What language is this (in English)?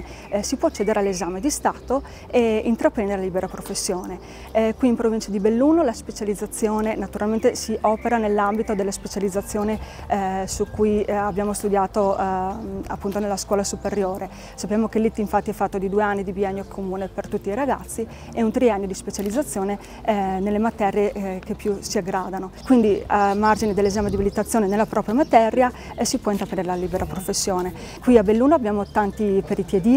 Italian